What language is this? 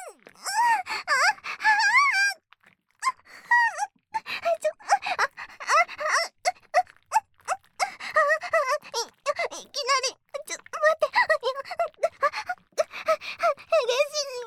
Japanese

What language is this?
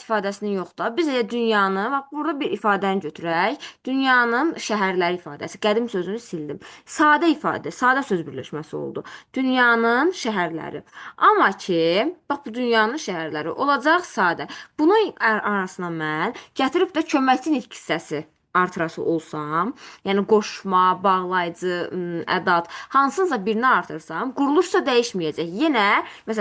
Azerbaijani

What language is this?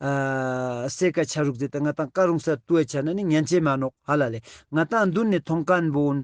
Ladakhi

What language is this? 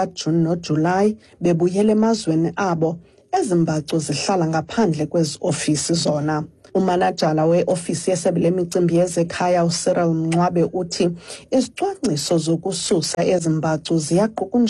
Xhosa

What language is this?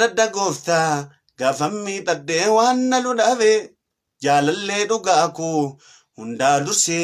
Oromo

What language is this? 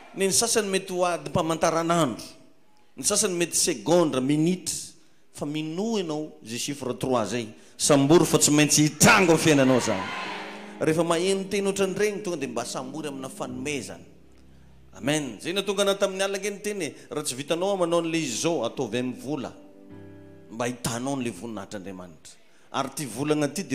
Malagasy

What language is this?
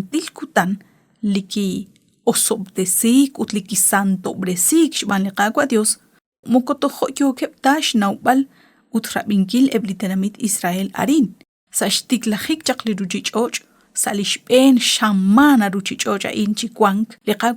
Kekchí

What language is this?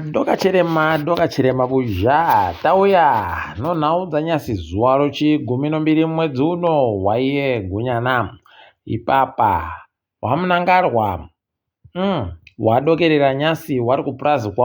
Ndau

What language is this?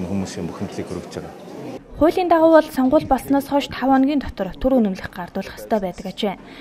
Mongolian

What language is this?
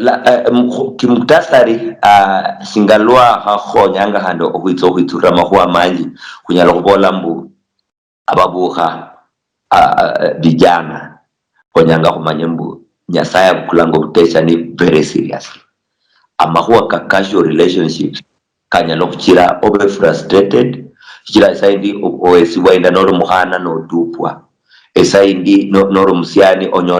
Luyia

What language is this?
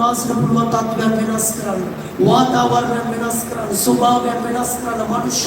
Sinhala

